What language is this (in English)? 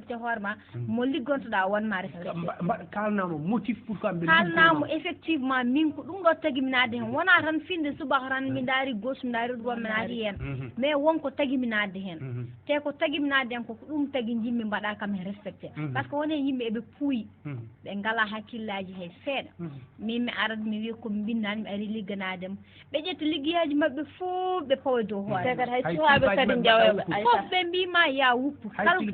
Fula